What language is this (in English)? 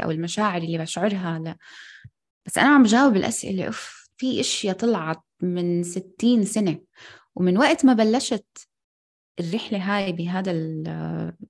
North Levantine Arabic